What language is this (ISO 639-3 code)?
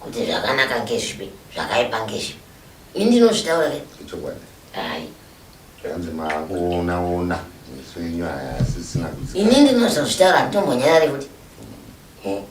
sna